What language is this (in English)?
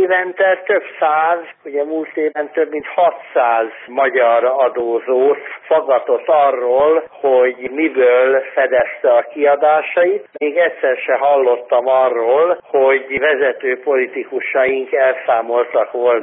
Hungarian